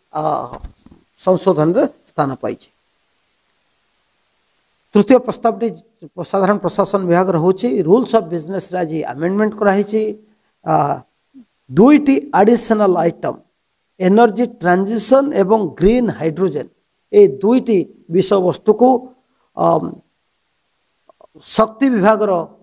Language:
Odia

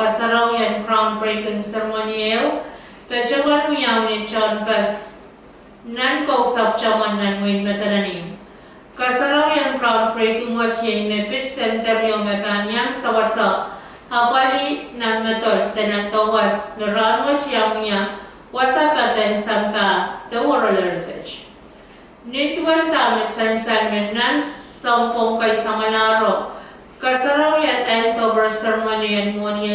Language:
Pohnpeian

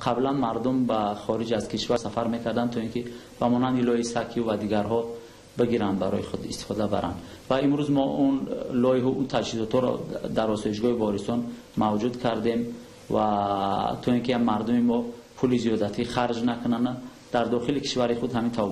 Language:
Tajik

